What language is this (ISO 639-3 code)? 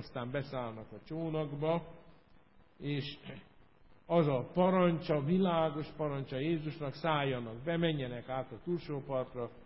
hun